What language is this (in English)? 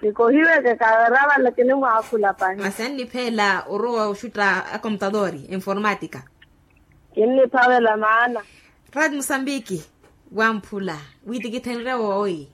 Makhuwa